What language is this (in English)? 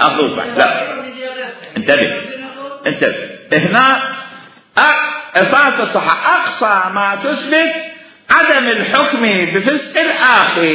Mesopotamian Arabic